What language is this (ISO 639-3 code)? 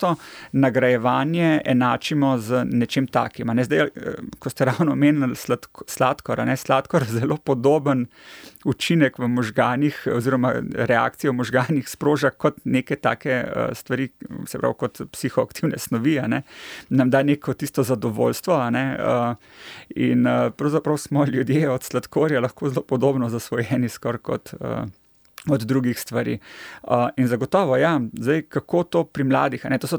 slv